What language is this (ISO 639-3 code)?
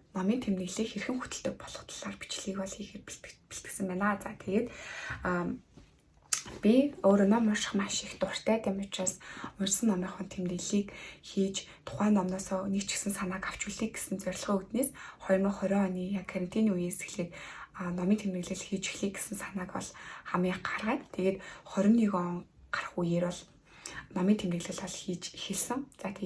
mon